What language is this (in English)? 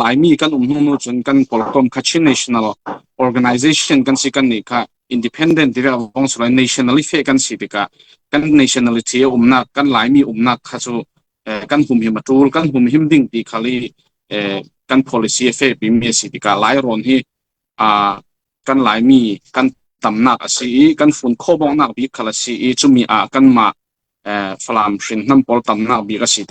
Falam Chin